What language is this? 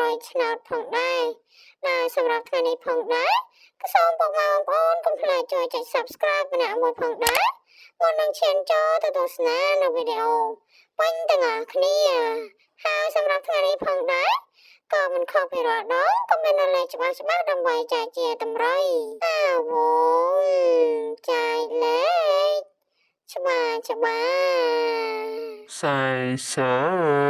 Khmer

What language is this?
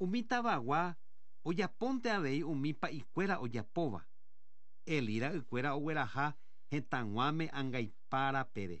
Guarani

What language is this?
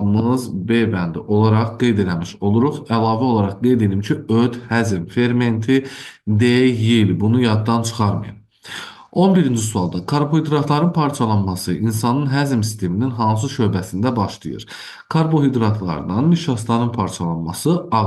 Azerbaijani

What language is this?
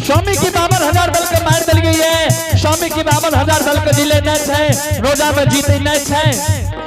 Angika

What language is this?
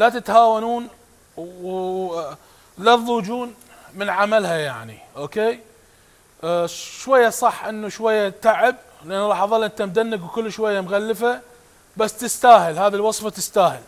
Mesopotamian Arabic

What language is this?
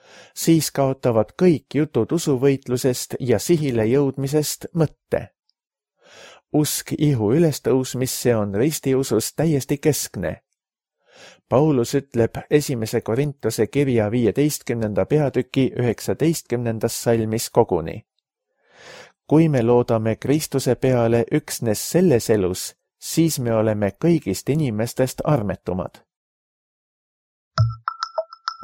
Estonian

